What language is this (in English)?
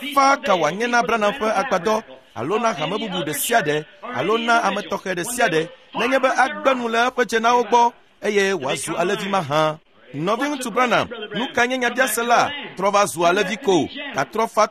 Ewe